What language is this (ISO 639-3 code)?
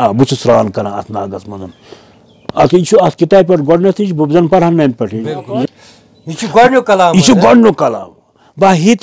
kas